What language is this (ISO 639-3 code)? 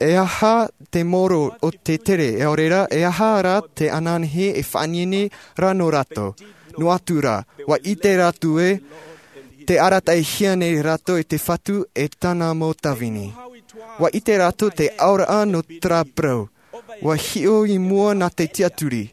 tah